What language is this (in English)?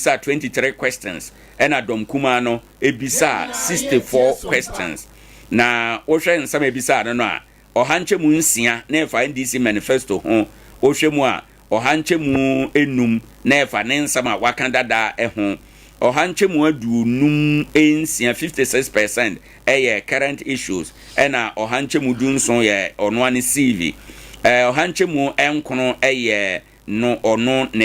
Akan